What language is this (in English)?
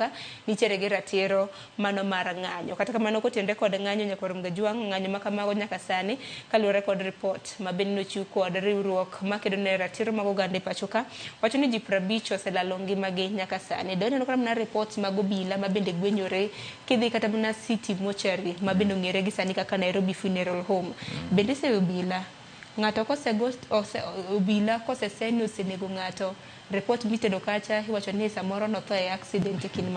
Luo (Kenya and Tanzania)